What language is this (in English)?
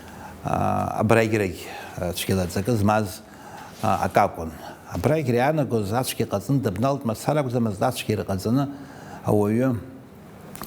Abkhazian